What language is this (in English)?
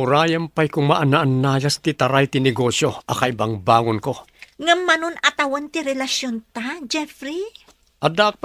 Iloko